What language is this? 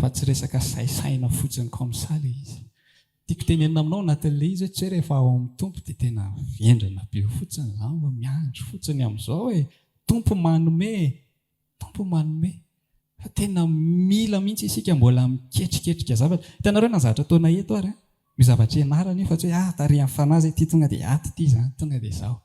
Malagasy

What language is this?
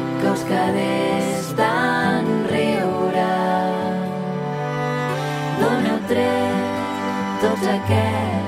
Catalan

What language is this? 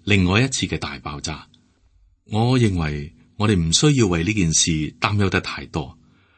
Cantonese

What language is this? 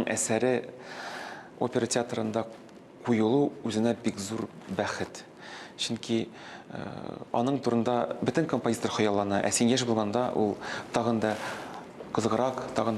Tatar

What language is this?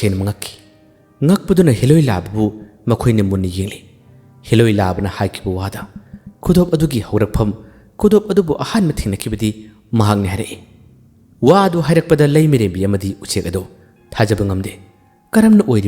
Manipuri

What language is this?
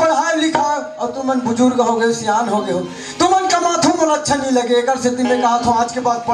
Chhattisgarhi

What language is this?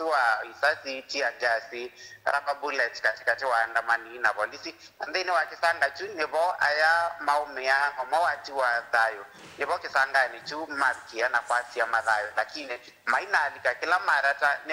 Kamba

